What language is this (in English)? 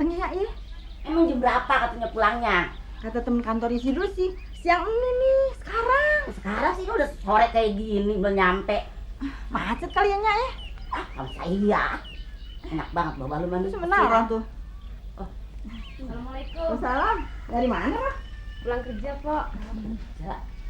Betawi